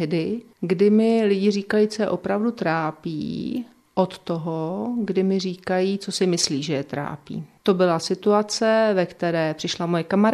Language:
Czech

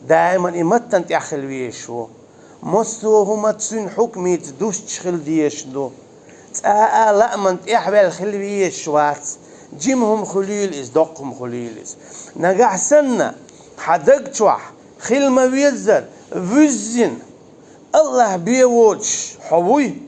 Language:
Chechen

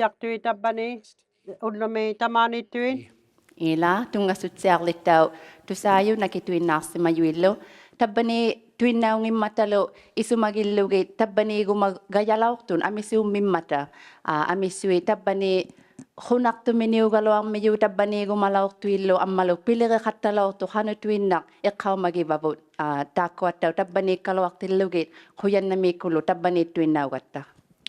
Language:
Inuktitut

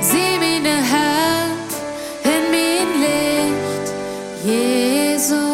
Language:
Plautdietsch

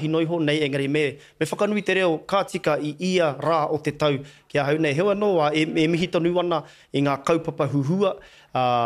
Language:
Māori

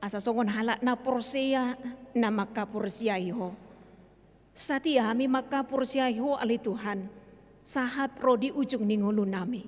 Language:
Batak Toba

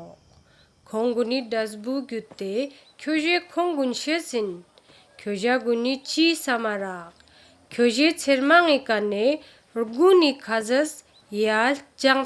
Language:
Ladakhi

